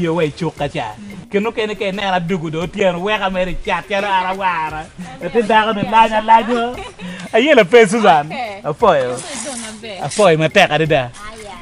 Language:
Acoli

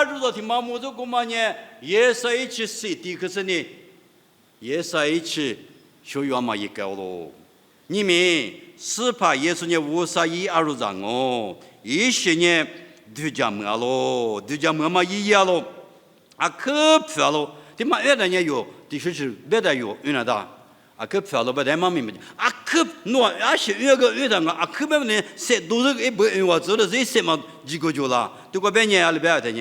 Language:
Lisu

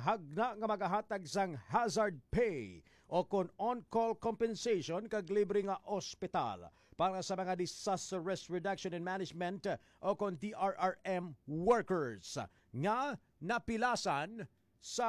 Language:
Hiligaynon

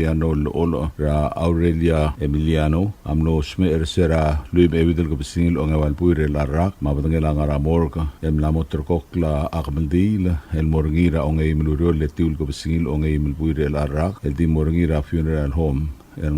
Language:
Palauan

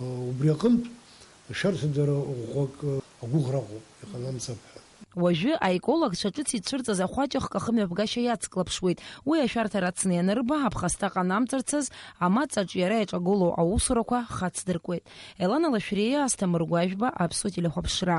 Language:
Abkhazian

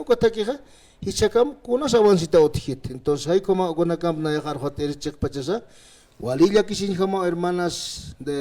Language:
Aymara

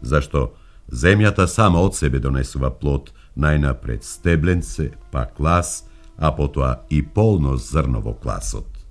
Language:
Macedonian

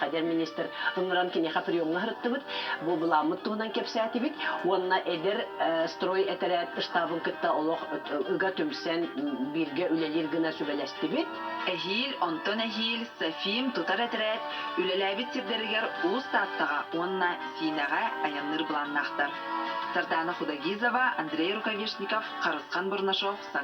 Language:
Yakut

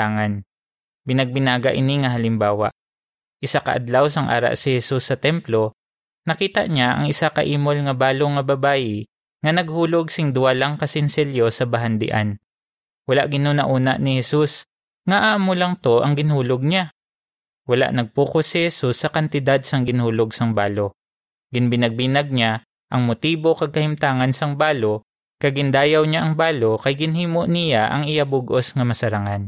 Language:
Hiligaynon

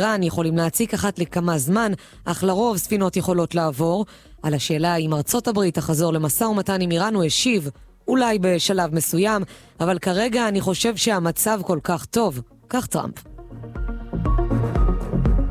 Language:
Hebrew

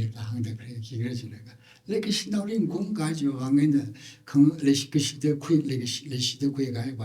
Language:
Tangkhul Naga (India)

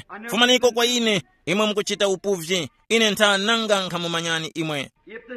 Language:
Tumbuka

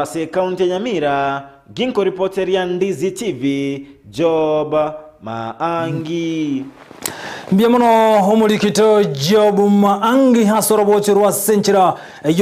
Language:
Gusii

